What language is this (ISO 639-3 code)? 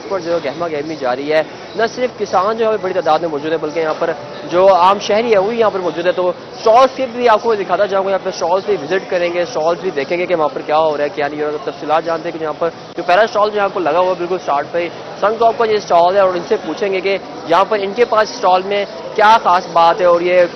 urd